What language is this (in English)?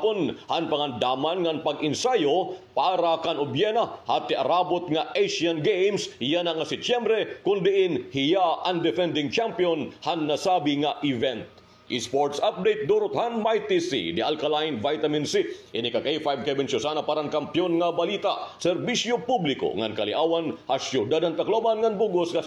Waray